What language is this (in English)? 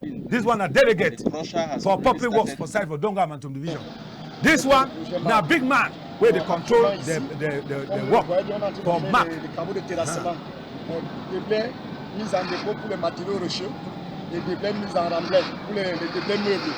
Cameroon Pidgin